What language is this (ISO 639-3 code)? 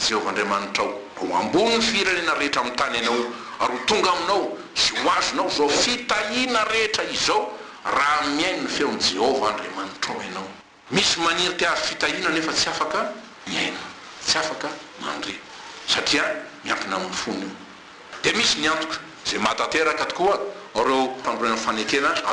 mlg